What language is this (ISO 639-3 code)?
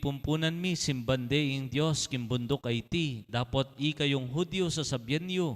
pam